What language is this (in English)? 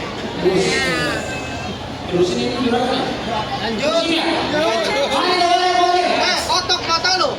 Betawi